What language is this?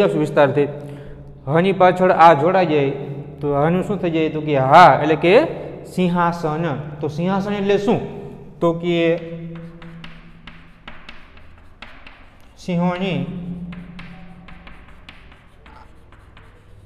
Gujarati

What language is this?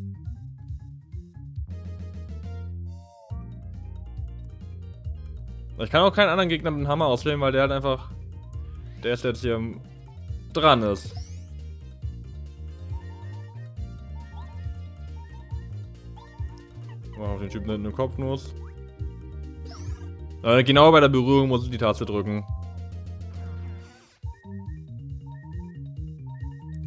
German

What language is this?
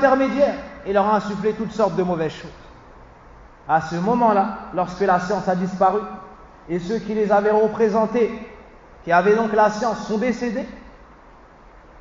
French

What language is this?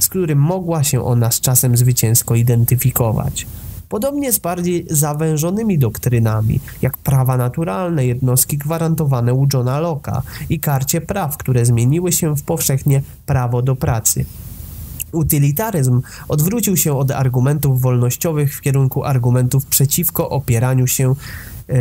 Polish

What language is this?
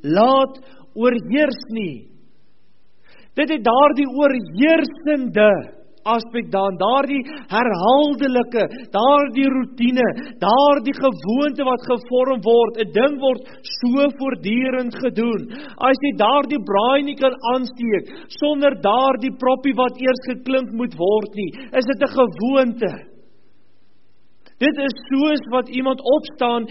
Afrikaans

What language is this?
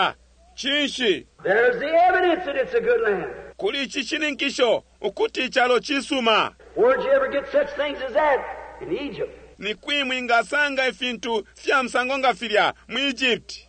Bemba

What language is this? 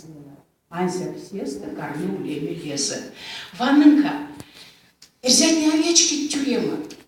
Erzya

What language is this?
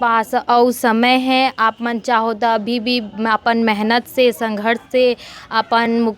Chhattisgarhi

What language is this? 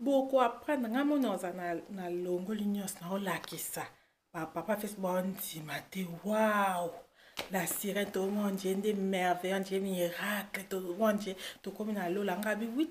Lingala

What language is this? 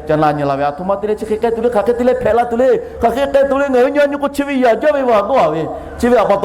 Lahu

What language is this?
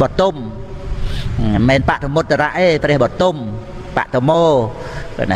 Khmer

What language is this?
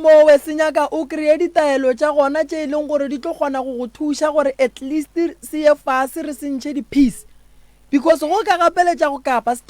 Northern Sotho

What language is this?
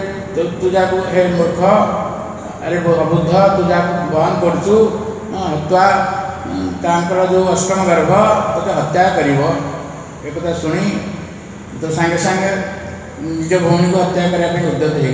Odia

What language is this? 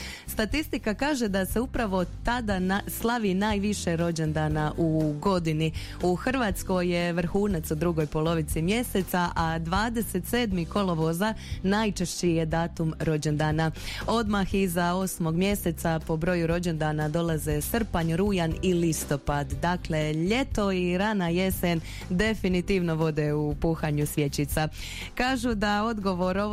Croatian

